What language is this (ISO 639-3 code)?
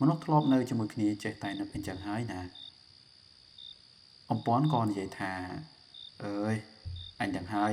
khm